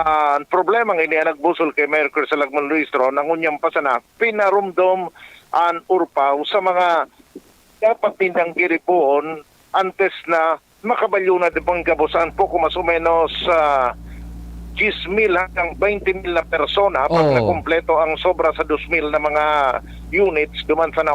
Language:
Bikol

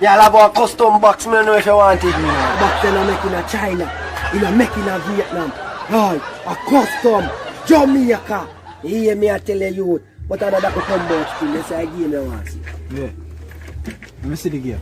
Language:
Jamaican Creole English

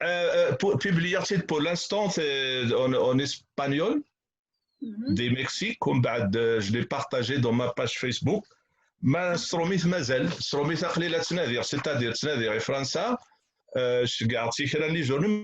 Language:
Kabyle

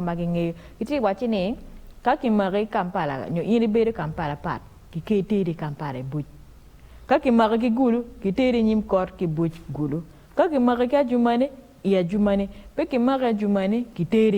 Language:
Acoli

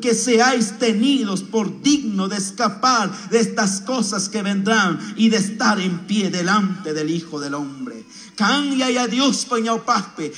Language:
Chimborazo Highland Quichua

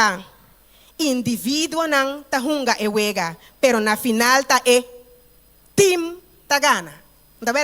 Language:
Papiamento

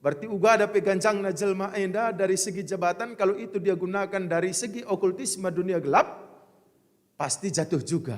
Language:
Batak Karo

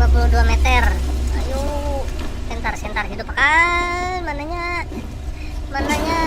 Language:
Banjar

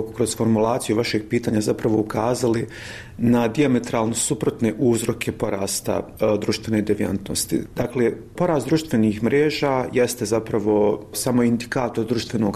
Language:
Bosnian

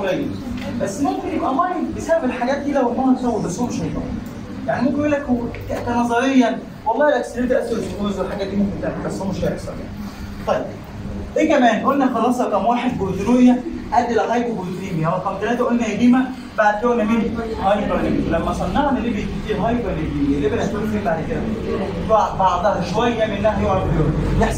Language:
Egyptian Arabic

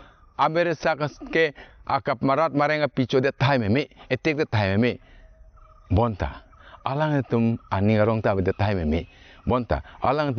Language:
Karbi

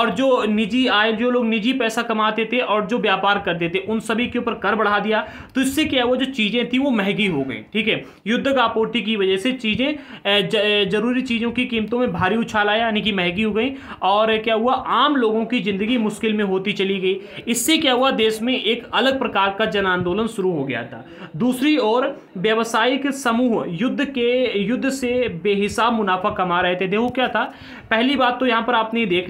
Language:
Hindi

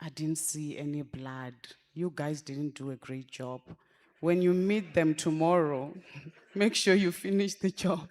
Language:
Venda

